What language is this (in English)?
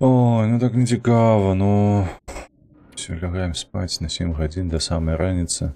Belarusian